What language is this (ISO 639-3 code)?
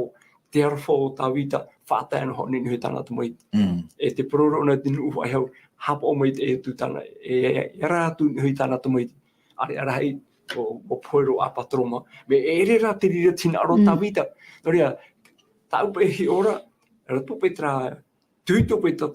tah